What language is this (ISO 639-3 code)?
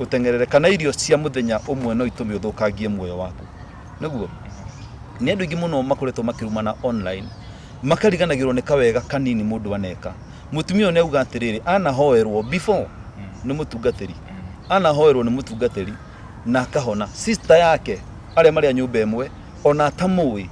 kik